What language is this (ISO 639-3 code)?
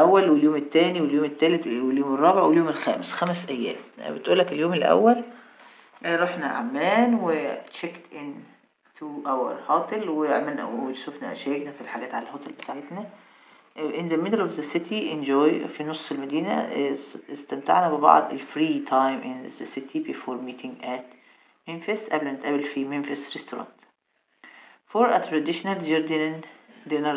arz